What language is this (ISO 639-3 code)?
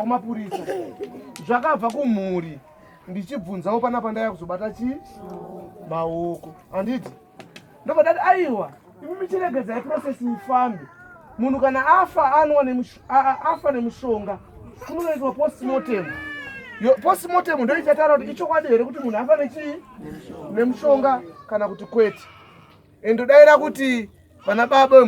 sna